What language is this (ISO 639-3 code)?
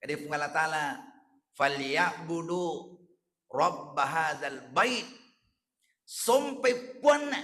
bug